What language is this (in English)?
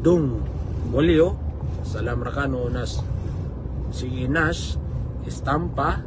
Maranao